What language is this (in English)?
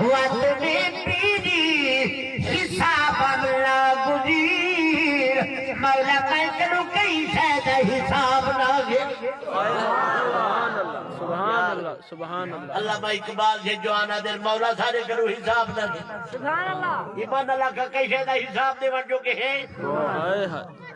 Saraiki